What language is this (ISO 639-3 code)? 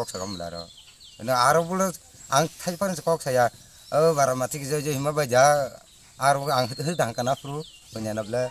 trp